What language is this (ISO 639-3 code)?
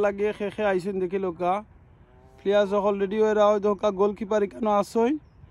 syl